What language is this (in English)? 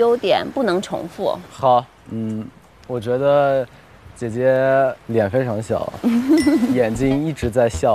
Chinese